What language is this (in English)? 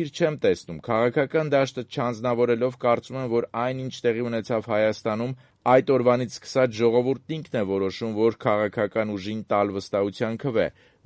Armenian